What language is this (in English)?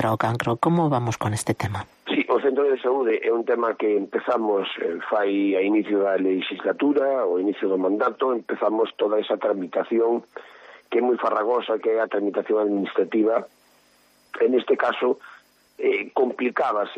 Galician